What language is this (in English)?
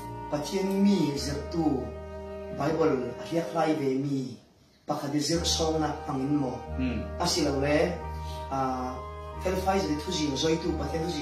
Falam Chin